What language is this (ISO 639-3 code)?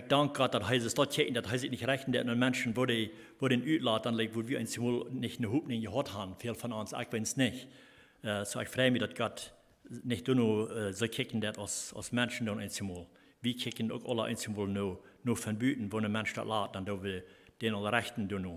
pdt